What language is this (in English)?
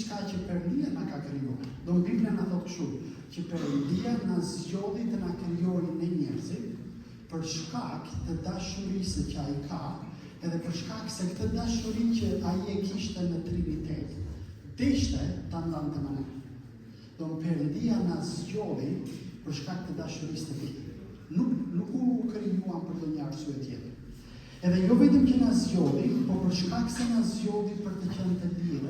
Albanian